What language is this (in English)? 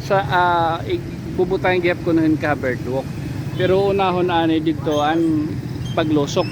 Waray